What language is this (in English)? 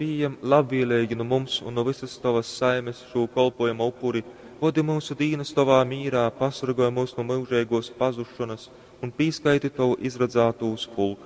Latgalian